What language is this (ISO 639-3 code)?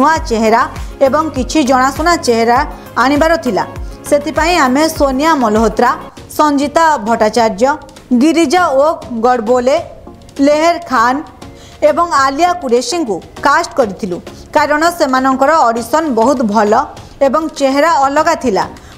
ori